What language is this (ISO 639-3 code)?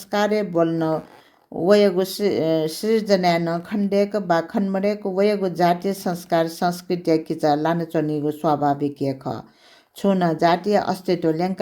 new